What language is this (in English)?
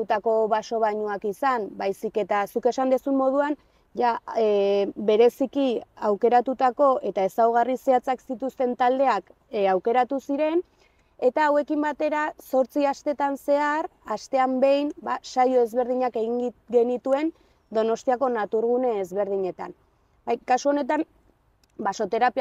Basque